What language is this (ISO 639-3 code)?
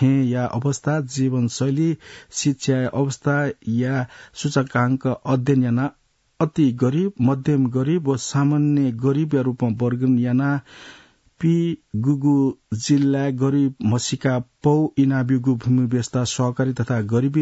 new